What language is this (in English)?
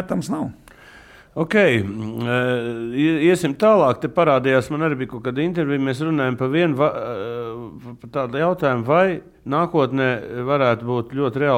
Latvian